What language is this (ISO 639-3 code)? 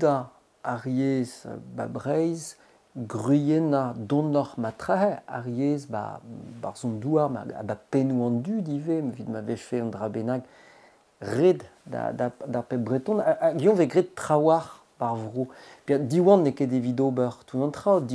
bre